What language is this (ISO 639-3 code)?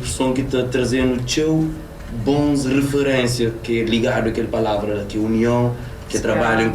kea